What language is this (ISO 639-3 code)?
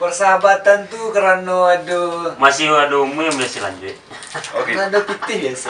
min